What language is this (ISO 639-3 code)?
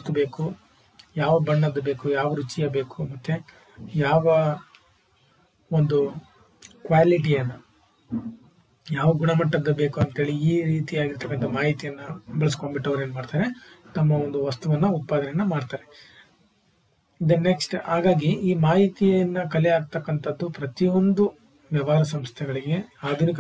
kan